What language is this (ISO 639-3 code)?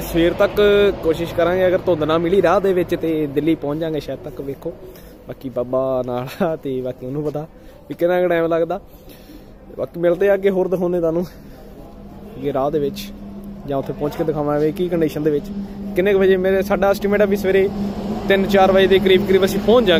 pan